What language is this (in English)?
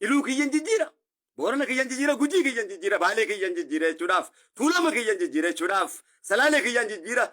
Oromo